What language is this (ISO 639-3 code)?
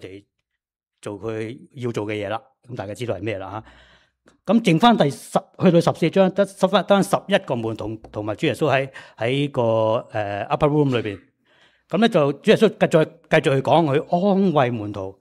yue